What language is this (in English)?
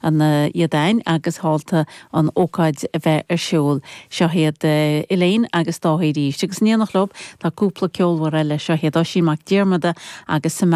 Irish